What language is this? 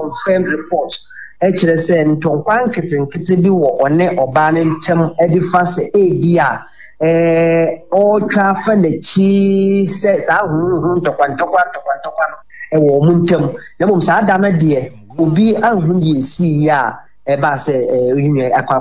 Akan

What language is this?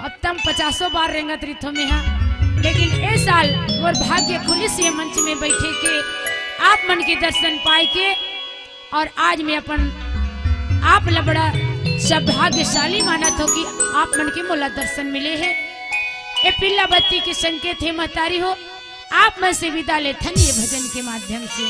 Chhattisgarhi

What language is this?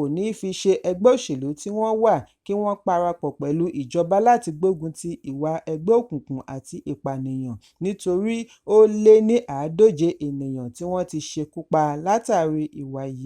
Yoruba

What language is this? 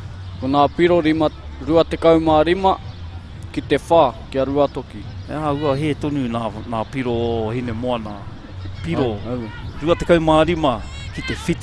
Māori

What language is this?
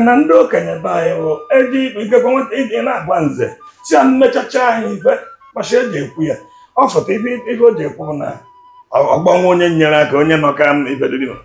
Igbo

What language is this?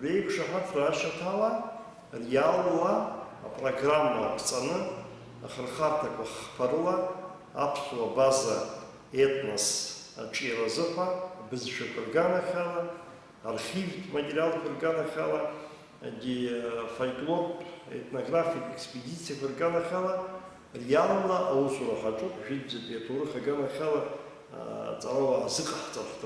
Abkhazian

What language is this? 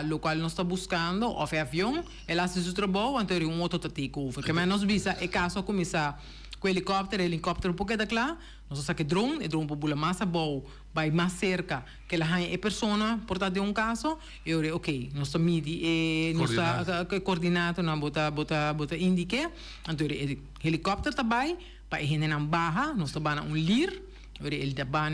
Papiamento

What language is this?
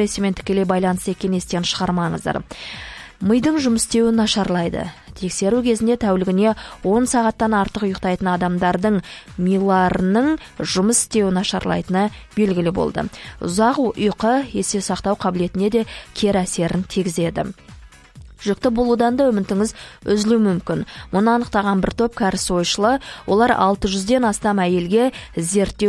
Kazakh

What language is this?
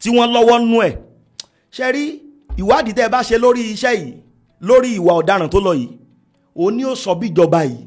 Yoruba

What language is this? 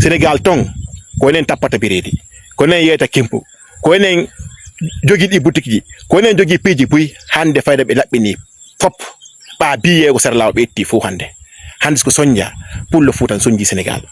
Fula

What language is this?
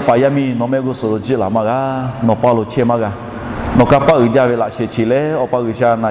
Lahu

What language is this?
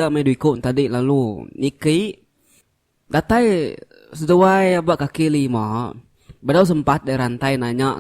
Iban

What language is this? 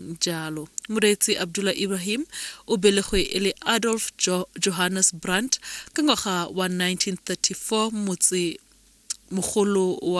Tswana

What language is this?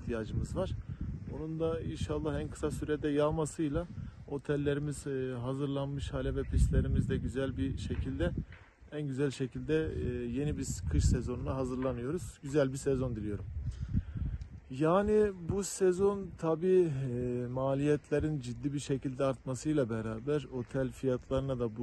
Turkish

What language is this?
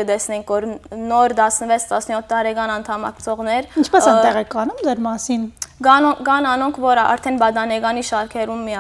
Western Armenian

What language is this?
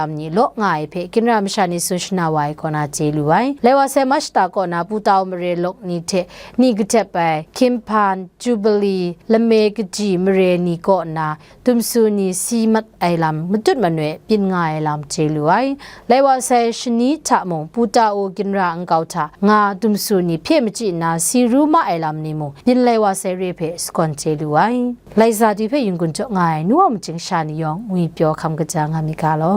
Kachin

